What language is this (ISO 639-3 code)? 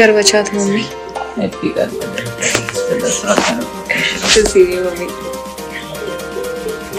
pan